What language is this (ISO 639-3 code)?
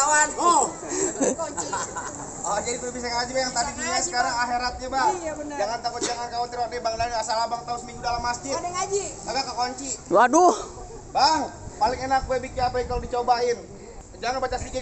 bew